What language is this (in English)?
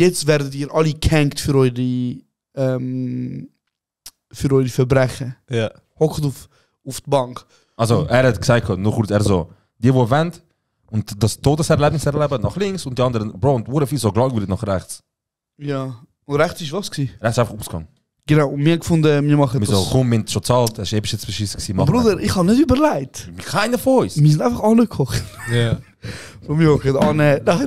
Swiss German